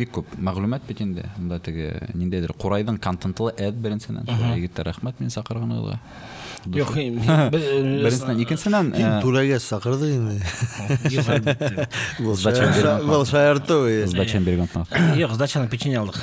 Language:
Bashkir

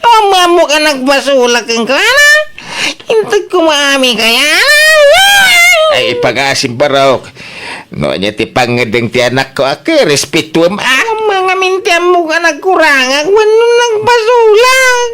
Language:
Iloko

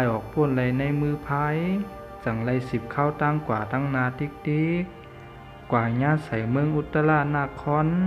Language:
Shan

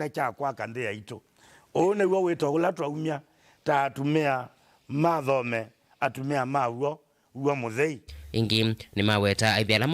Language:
Kamba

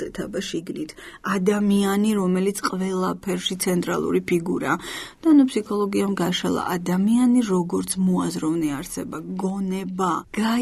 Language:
Georgian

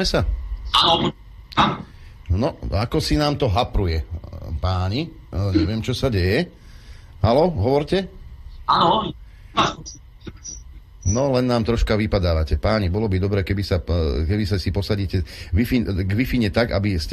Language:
Slovak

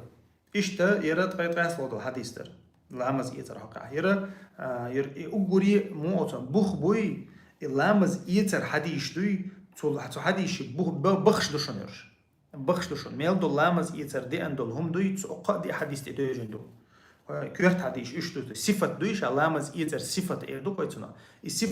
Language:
Chechen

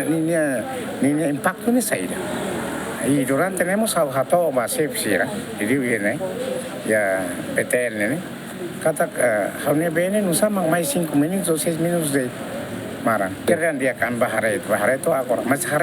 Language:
Tetum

